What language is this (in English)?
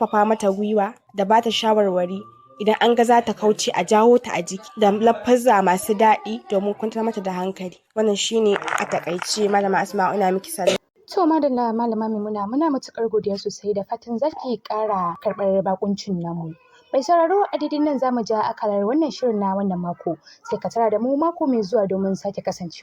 Hausa